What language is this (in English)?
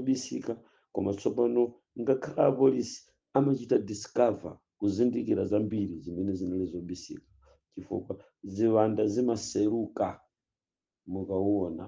Nyanja